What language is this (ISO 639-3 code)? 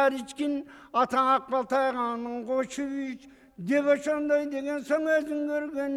kir